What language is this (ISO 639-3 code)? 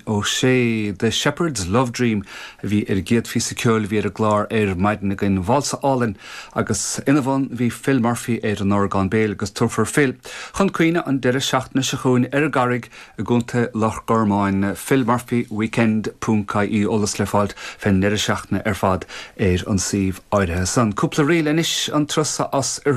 gle